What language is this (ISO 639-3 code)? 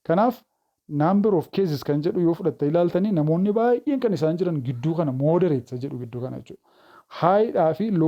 orm